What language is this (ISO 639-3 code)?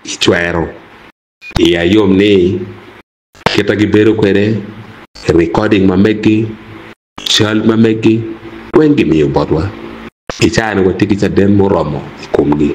ach